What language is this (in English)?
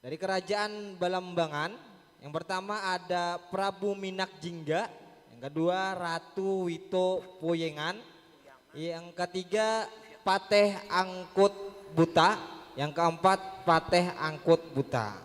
Banjar